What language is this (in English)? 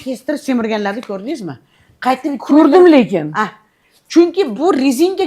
Uzbek